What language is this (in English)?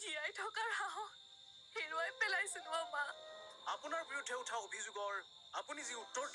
Assamese